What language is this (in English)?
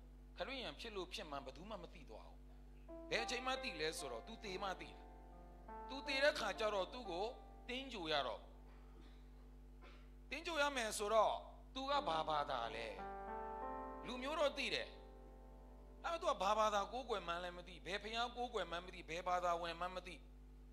Burmese